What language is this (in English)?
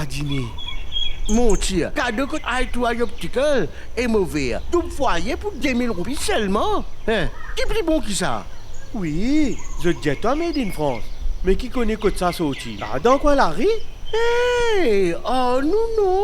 Morisyen